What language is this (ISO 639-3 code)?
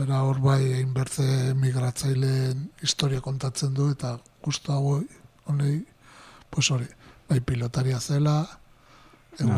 eus